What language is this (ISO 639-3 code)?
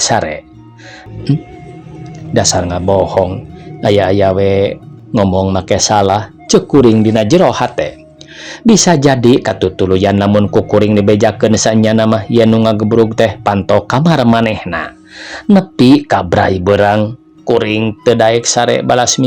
sun